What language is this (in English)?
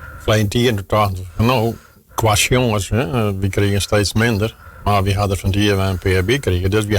Western Frisian